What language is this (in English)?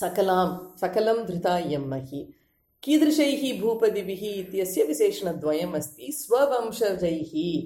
Sanskrit